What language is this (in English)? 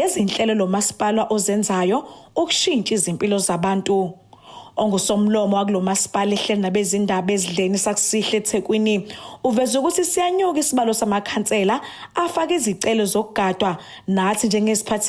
Zulu